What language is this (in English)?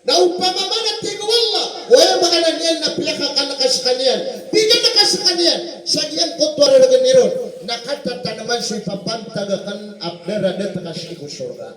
Maranao